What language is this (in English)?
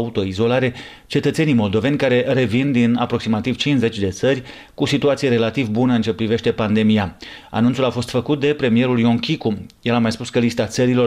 Romanian